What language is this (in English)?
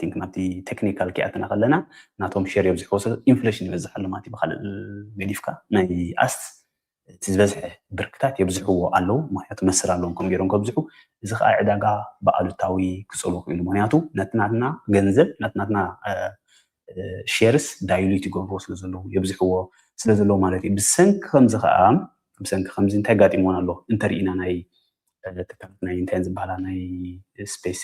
Tigrinya